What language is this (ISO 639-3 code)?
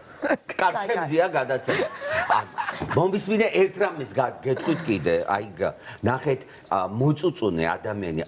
kat